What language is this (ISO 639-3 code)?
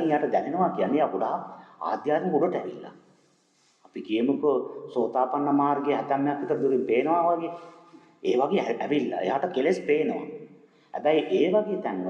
sin